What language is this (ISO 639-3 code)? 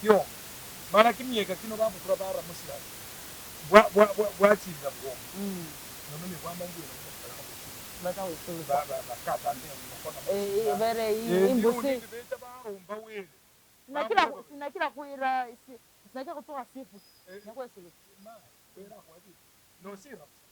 myx